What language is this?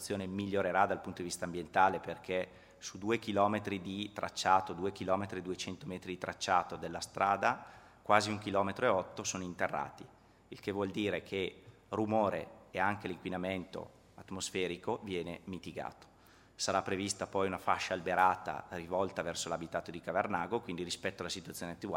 Italian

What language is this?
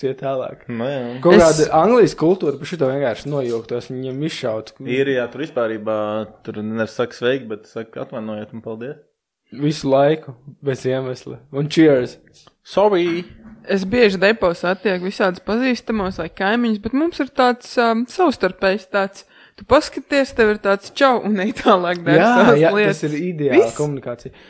Latvian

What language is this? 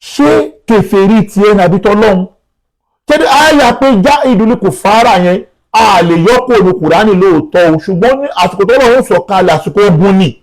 Yoruba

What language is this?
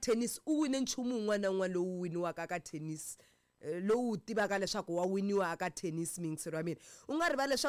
Tsonga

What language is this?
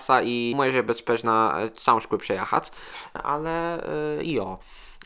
Kashubian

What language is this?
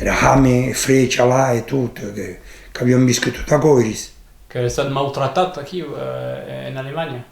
Occitan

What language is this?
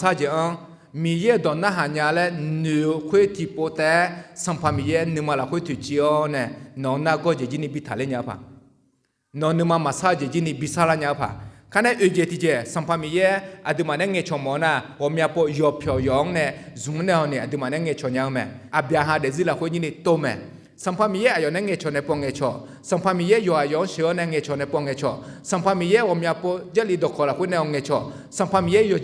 Akha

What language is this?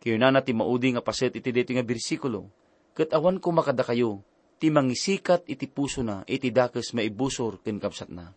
Iloko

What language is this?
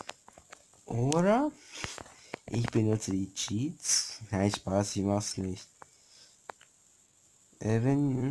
German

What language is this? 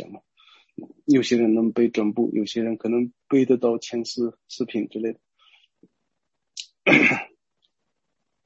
Chinese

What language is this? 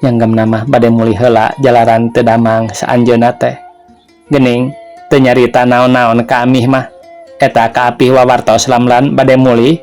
Sundanese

